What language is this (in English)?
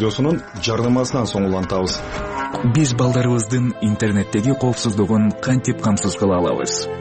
Kyrgyz